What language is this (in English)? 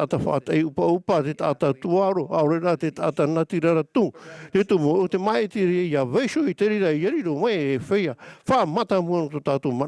Tahitian